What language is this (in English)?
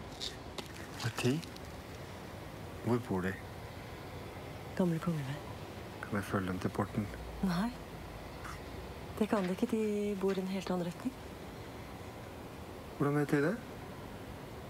Norwegian